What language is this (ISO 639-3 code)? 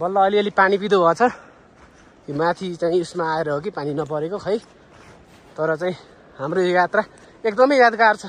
nep